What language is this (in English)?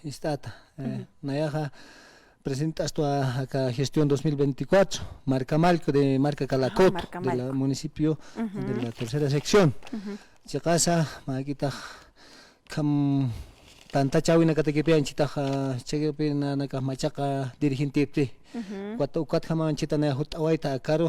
Aymara